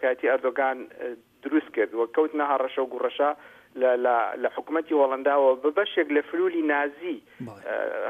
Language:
Central Kurdish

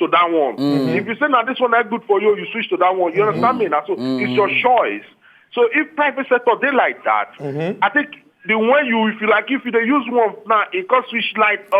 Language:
Nigerian Pidgin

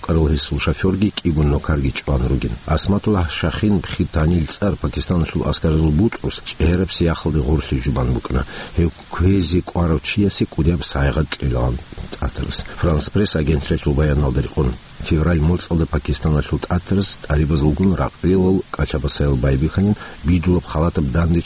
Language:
Avaric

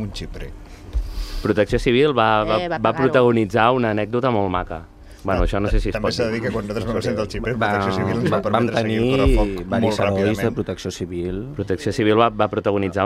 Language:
Catalan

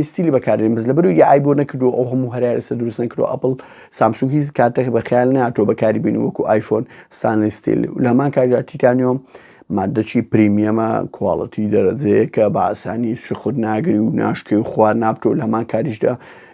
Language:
Central Kurdish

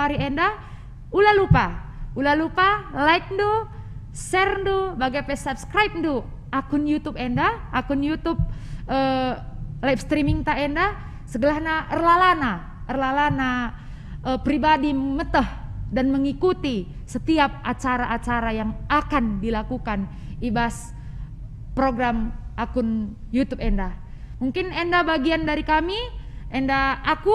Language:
Batak Karo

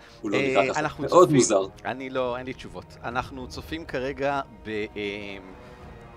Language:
Hebrew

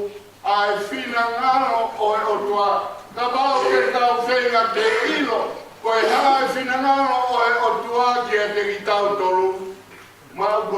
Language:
Tongan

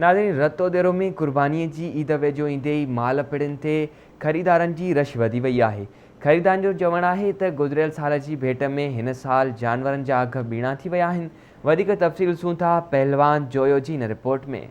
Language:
Sindhi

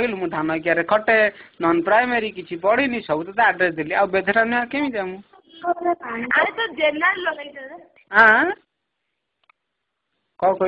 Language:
Odia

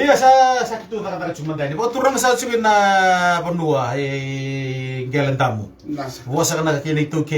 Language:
Fijian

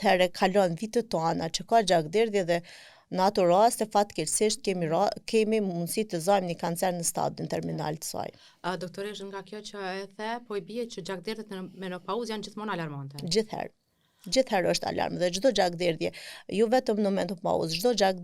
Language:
Albanian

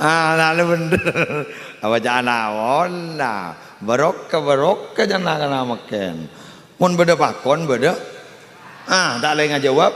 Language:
Madurese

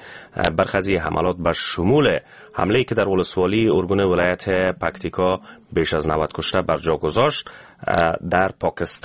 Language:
Persian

